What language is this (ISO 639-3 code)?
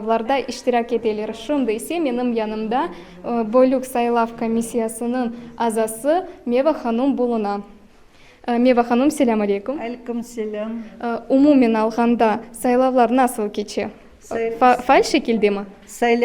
crh